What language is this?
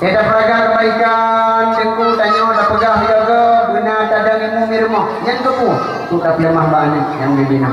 Achinese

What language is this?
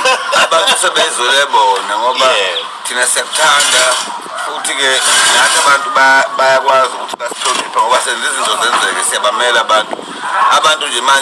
Zulu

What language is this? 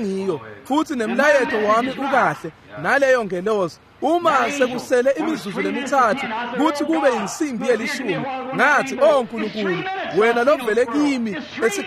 Swati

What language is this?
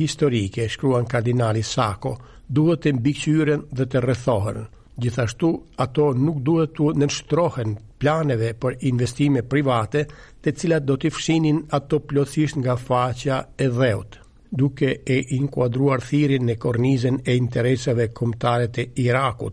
Albanian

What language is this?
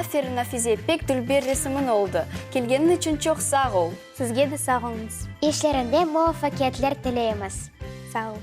Crimean Tatar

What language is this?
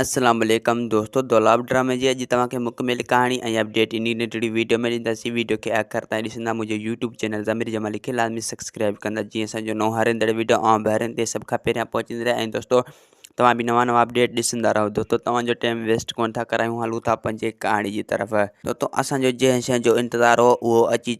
Sindhi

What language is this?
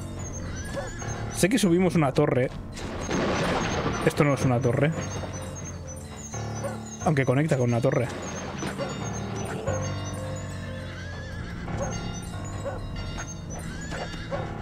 Spanish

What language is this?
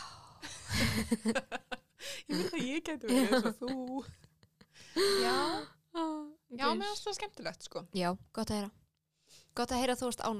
Icelandic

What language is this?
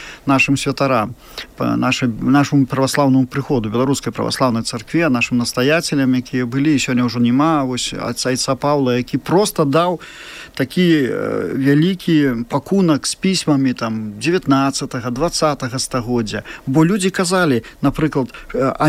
Belarusian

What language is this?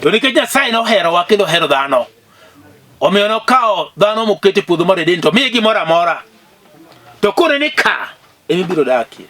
Luo (Kenya and Tanzania)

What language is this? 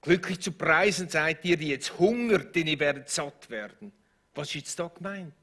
Swiss German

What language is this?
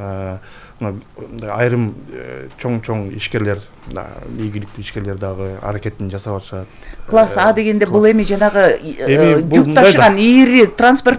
Kyrgyz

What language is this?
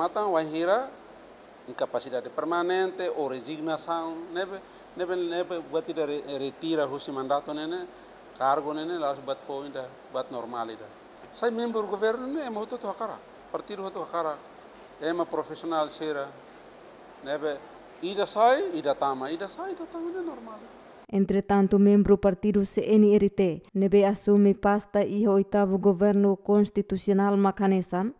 Tetum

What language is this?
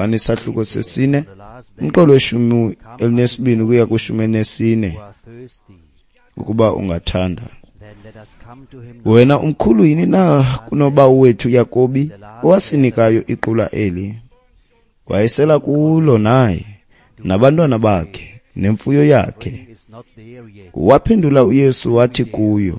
Xhosa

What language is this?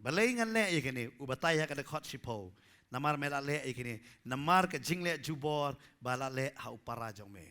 Khasi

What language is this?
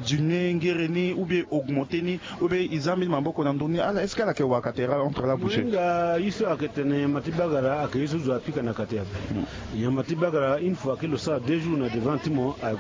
Sango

